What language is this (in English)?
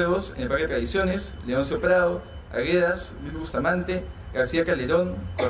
Spanish